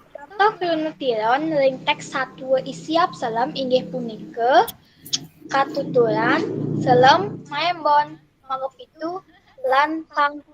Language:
Balinese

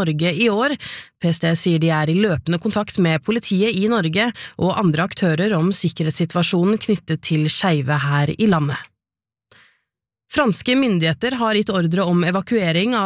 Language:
Norwegian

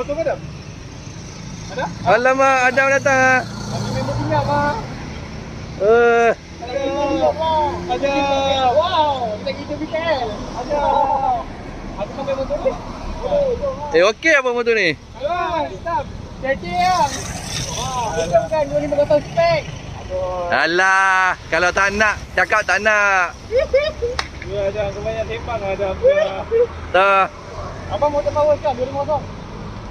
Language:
Malay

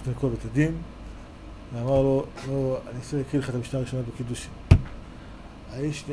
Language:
Hebrew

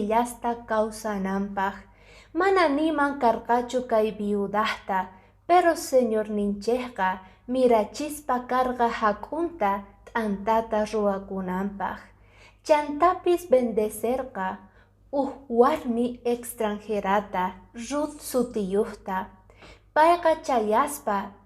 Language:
Quechua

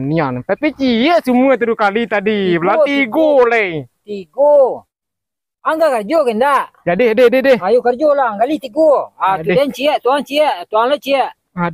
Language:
Minangkabau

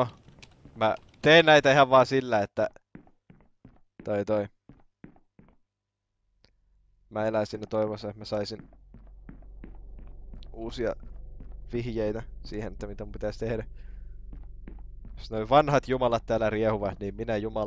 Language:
Finnish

